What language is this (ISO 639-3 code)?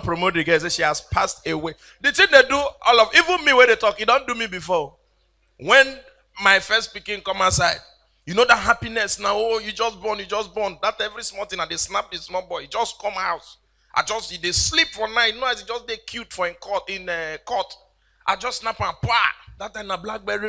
pcm